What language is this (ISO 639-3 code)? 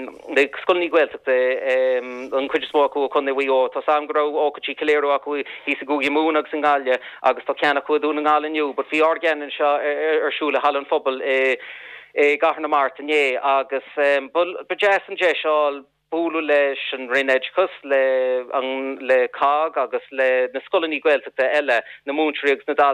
gle